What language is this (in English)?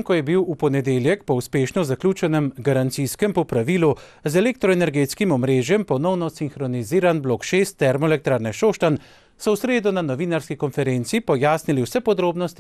Slovenian